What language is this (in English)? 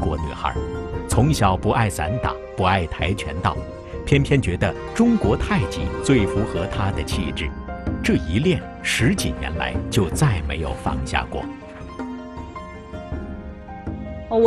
Chinese